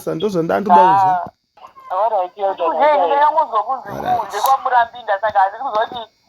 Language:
Shona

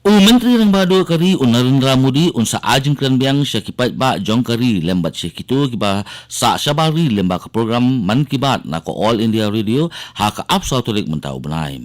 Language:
Khasi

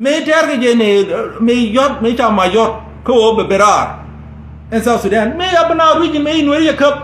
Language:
Nuer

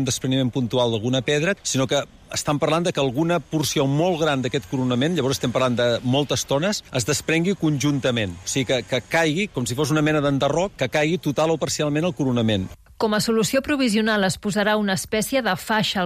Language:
Catalan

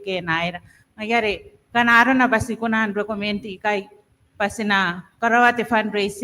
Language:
Gilbertese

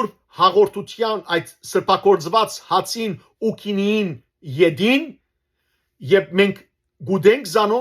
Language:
Western Armenian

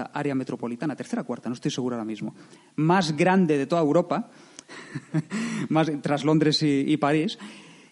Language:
Spanish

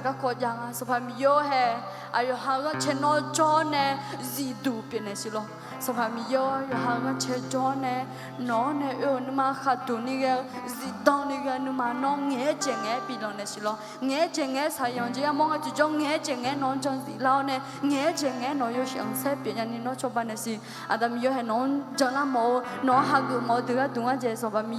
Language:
Akha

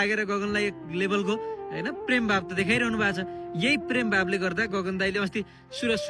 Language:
Nepali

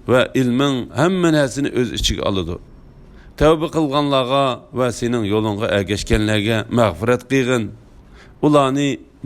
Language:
Uyghur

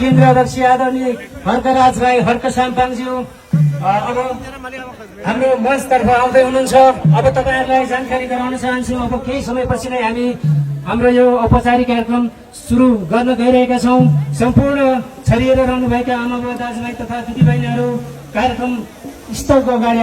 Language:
Nepali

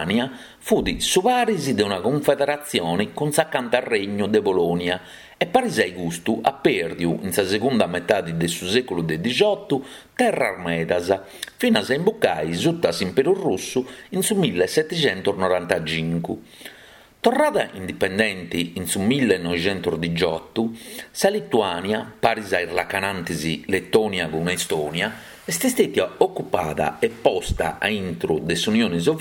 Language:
Sardinian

